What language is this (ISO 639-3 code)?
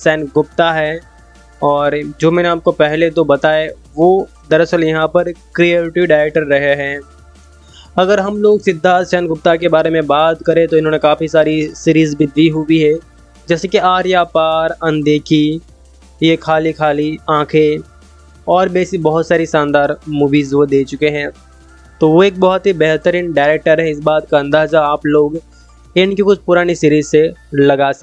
hin